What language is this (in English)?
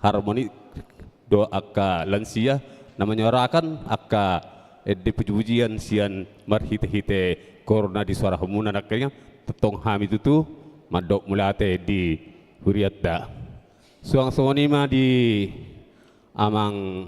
Batak Toba